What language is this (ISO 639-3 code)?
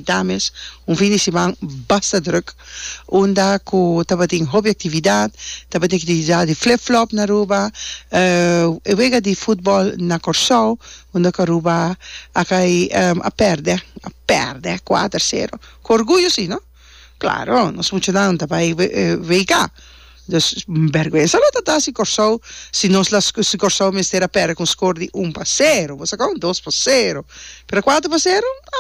pap